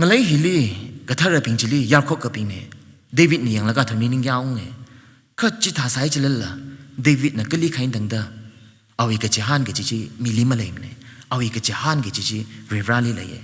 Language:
Tangkhul Naga (India)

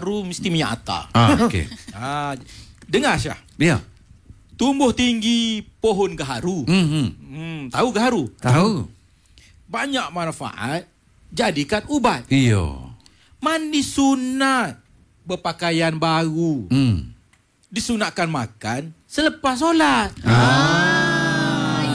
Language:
Malay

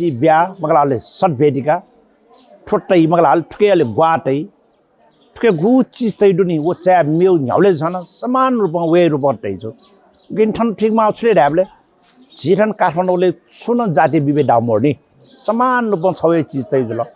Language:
Newari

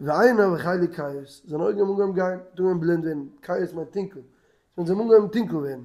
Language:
Yiddish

